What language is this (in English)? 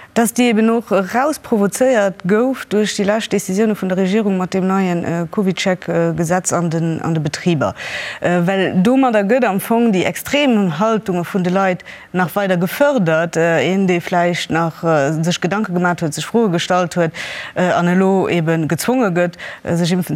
Luxembourgish